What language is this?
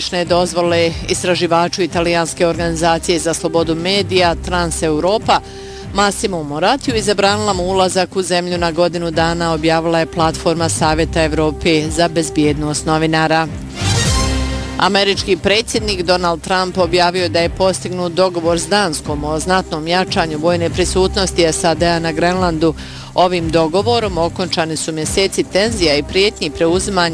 Bosnian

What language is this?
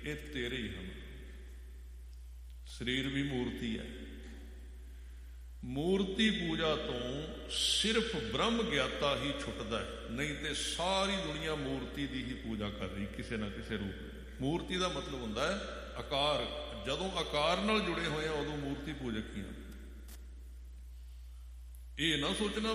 Punjabi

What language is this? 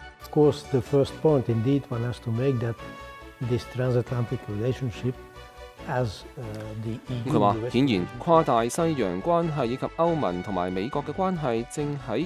Cantonese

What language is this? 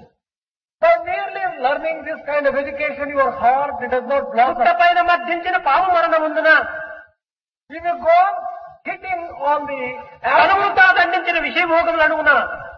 Telugu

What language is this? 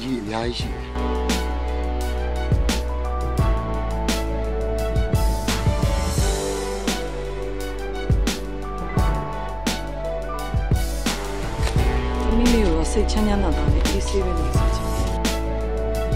Burmese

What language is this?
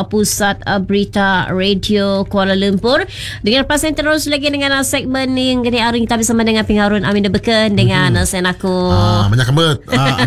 Malay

